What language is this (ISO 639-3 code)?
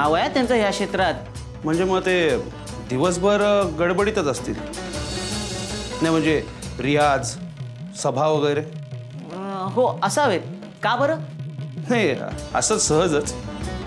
mar